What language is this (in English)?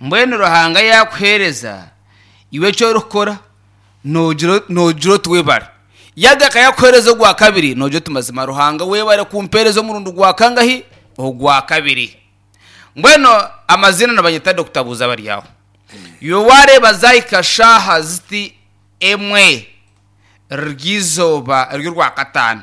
Nyankole